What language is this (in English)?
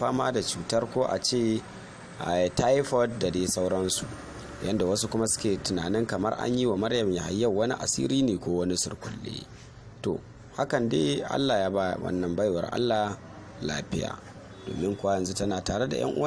Hausa